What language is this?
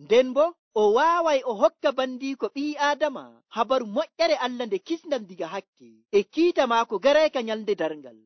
Nigerian Fulfulde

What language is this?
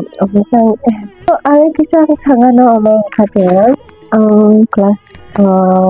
Kok Borok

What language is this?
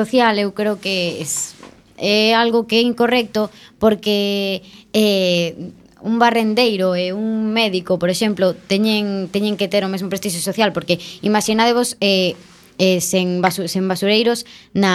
Galician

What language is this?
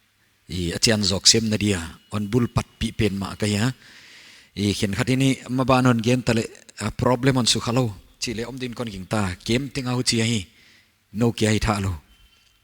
Paite Chin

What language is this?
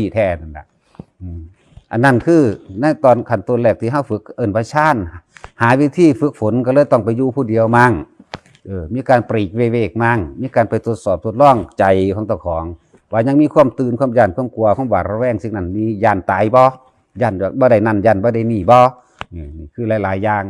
Northeastern Thai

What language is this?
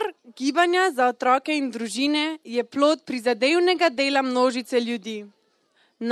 Slovenian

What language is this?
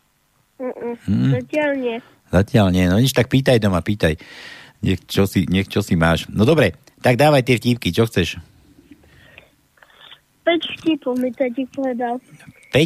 Slovak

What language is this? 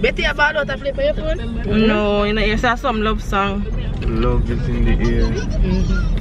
Jamaican Creole English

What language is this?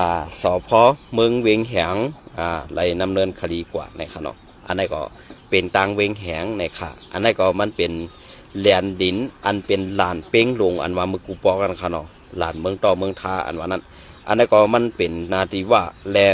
Shan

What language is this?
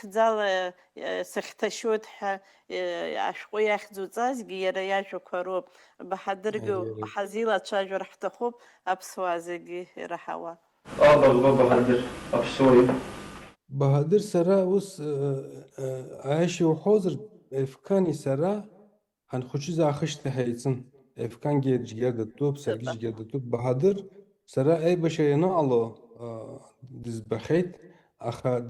Abkhazian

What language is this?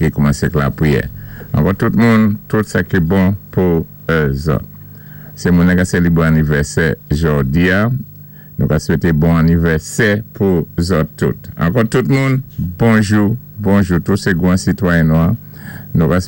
Saint Lucian Creole French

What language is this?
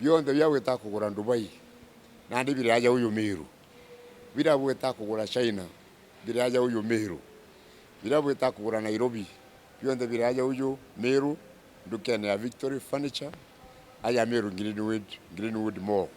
Meru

